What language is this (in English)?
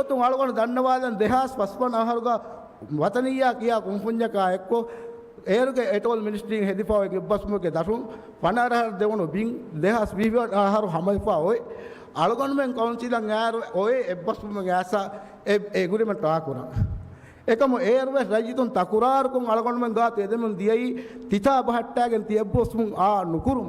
Divehi